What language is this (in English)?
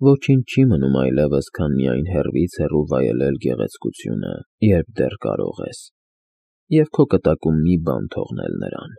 Armenian